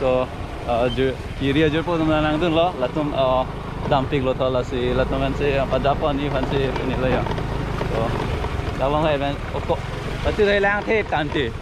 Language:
Karbi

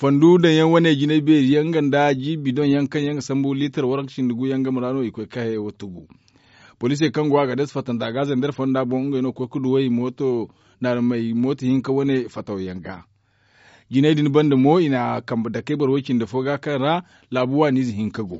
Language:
Zarma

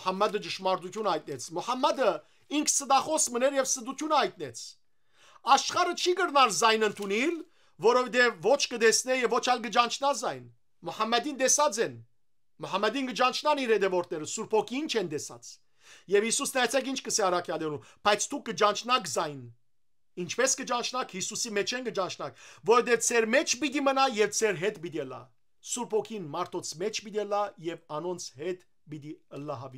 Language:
Western Armenian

